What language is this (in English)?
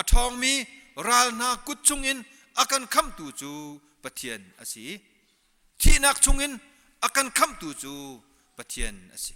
Hakha Chin